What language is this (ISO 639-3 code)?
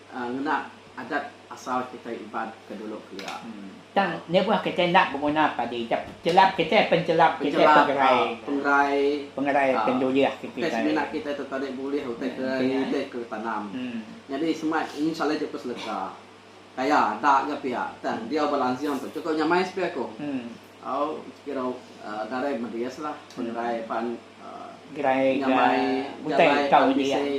iba